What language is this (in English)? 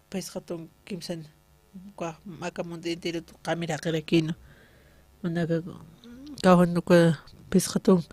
Aymara